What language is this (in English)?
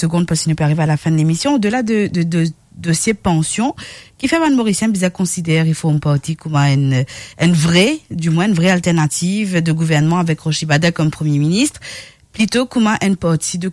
Morisyen